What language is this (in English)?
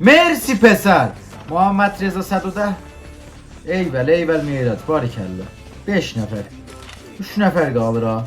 South Azerbaijani